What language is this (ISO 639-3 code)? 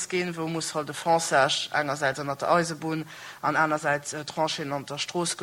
ltz